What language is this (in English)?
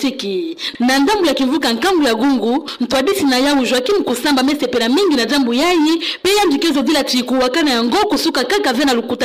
Kituba (Democratic Republic of Congo)